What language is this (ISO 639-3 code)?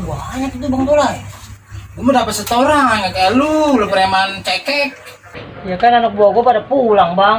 bew